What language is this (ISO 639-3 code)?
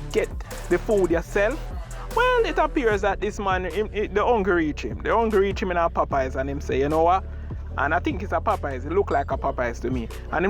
jam